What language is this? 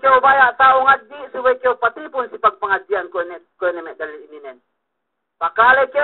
Yakan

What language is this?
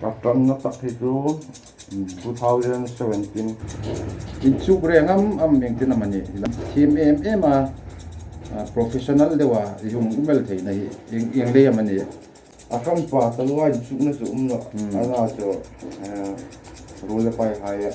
Hmar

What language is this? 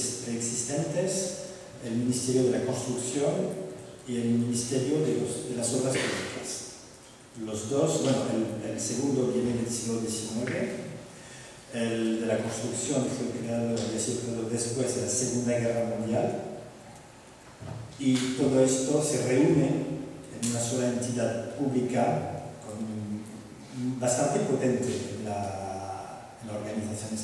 Spanish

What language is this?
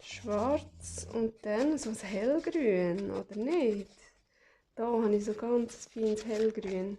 Swiss German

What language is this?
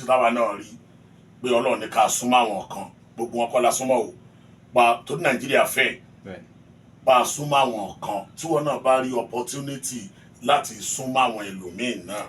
Yoruba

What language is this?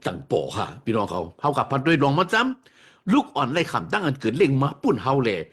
Shan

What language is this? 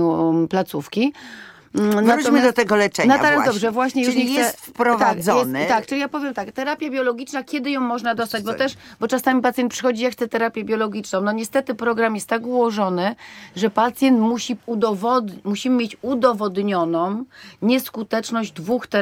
Polish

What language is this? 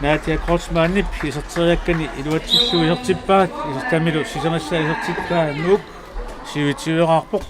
Kalaallisut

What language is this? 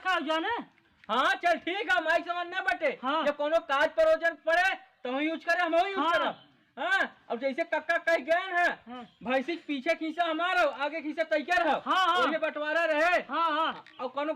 Awadhi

